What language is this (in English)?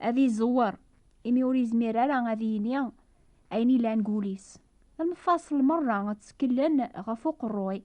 Kabyle